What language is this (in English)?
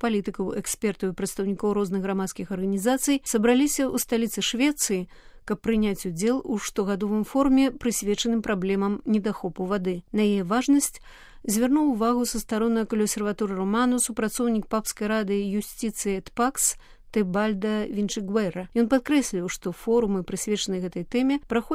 Belarusian